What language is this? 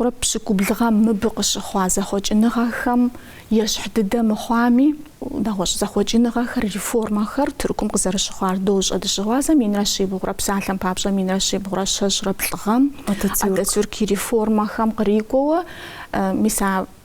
Kabardian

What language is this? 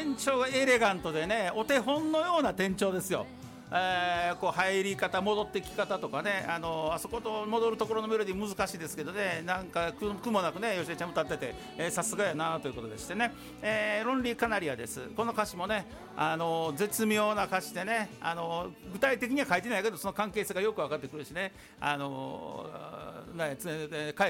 Japanese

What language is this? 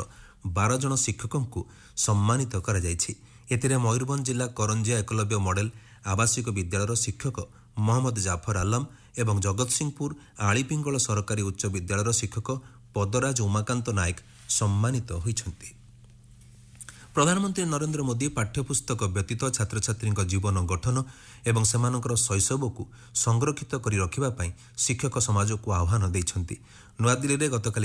Odia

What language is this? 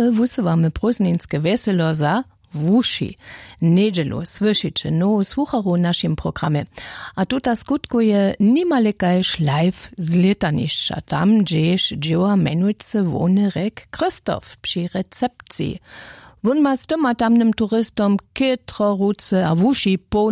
Upper Sorbian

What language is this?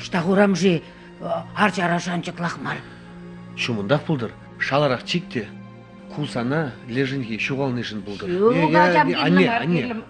Chuvash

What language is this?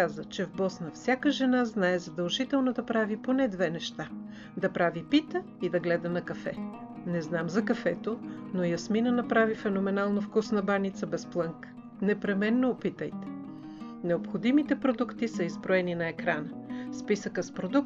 Bulgarian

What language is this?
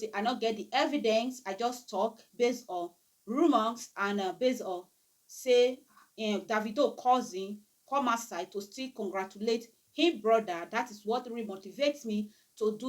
Nigerian Pidgin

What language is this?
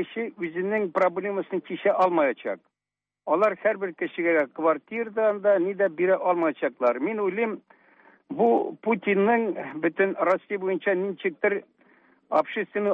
Tatar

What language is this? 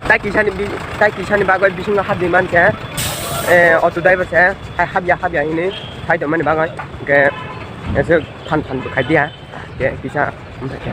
Kok Borok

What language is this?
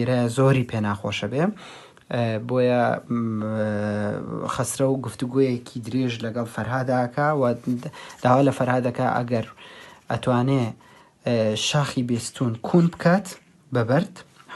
Central Kurdish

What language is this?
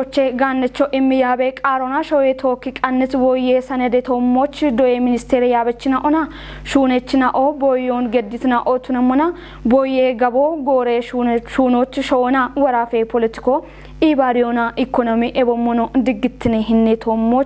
Kafa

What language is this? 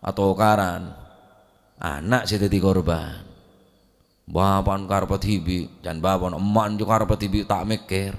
Madurese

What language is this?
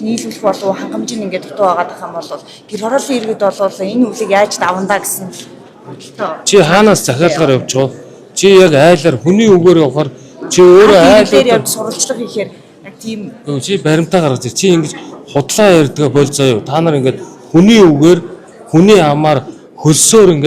Mongolian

